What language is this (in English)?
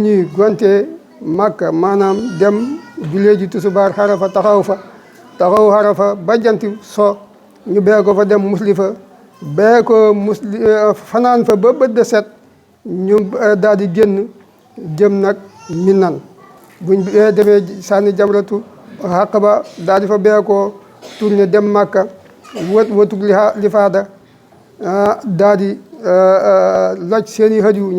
Wolof